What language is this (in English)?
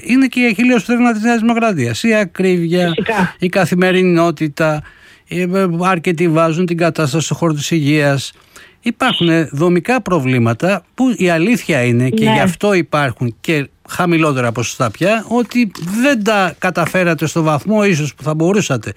Greek